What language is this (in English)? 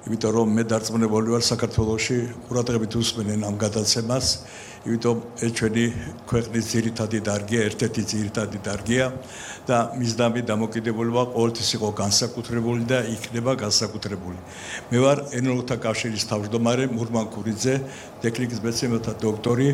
Georgian